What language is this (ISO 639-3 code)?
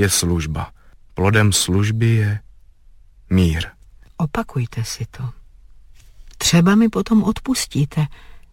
ces